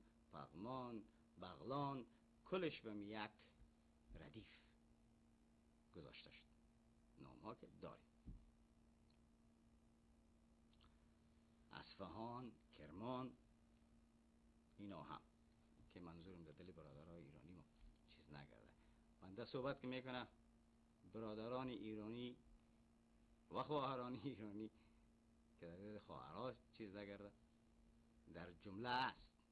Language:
Persian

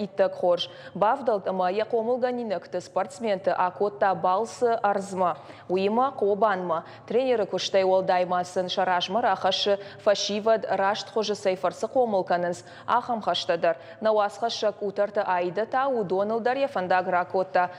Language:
Ossetic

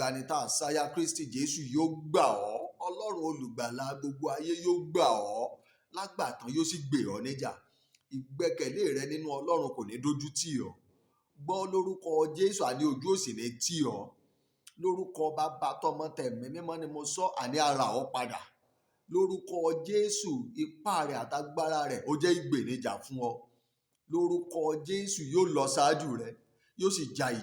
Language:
Yoruba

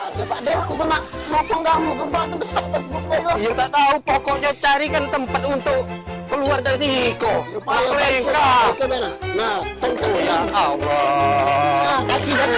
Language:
Musi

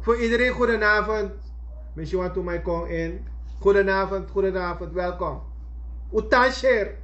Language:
Sranan Tongo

